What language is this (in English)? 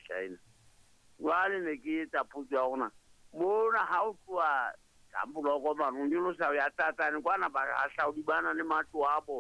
Southern Sotho